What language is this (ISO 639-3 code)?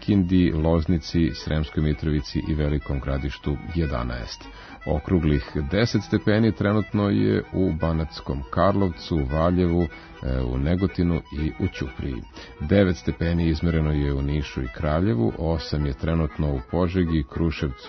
srp